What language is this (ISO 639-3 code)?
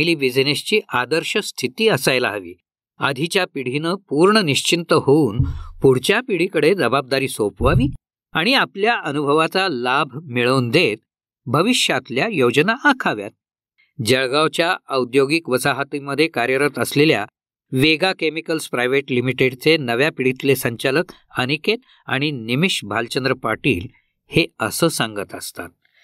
mar